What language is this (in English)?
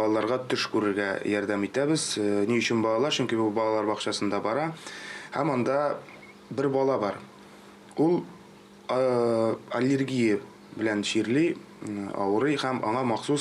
Tatar